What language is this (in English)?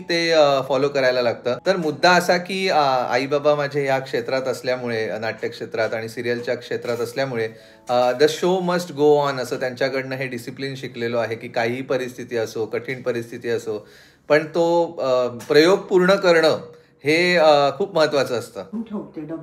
Marathi